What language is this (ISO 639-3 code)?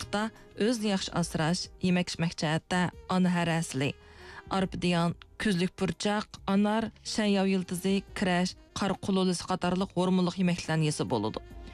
uig